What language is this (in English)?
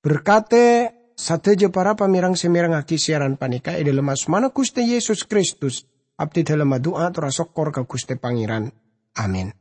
Madurese